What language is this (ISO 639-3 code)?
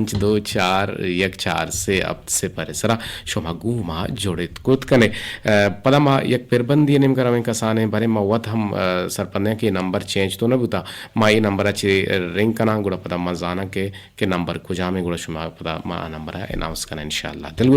bgp